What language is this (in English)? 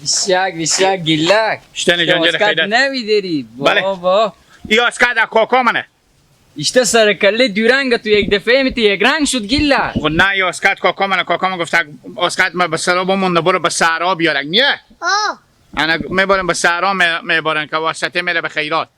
Hazaragi